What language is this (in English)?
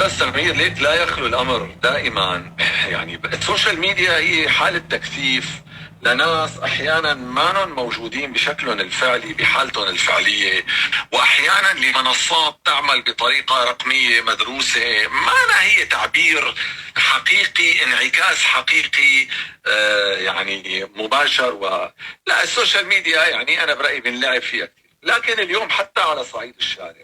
North Levantine Arabic